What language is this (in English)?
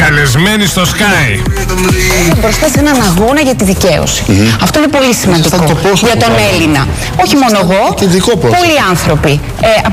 Greek